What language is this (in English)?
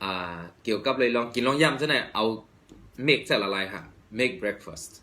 Shan